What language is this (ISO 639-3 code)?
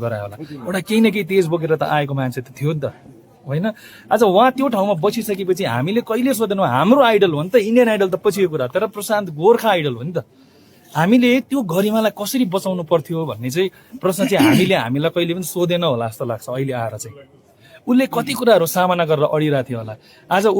nep